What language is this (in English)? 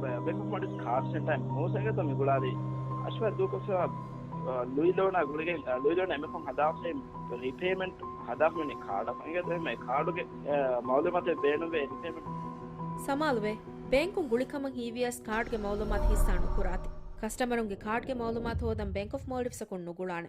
Divehi